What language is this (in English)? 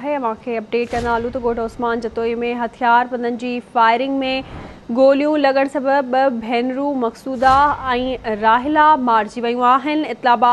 Sindhi